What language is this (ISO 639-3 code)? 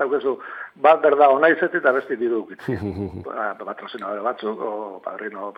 eus